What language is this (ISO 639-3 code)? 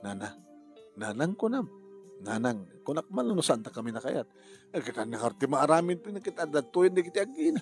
ilo